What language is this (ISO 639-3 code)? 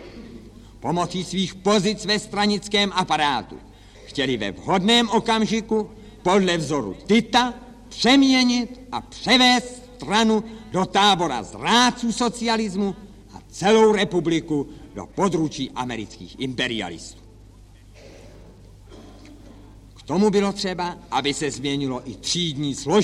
ces